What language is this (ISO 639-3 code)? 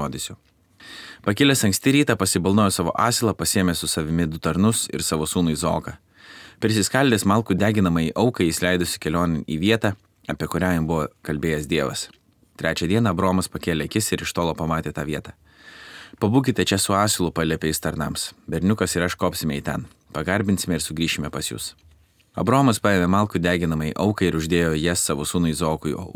lit